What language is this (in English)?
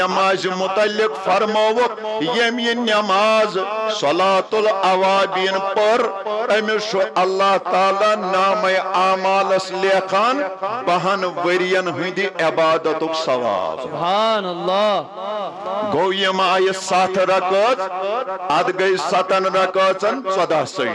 Kashmiri